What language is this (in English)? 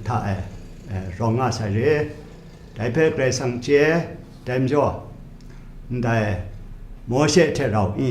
Kachin